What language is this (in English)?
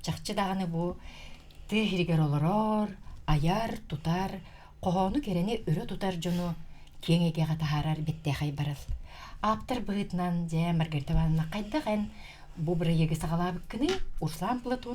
Yakut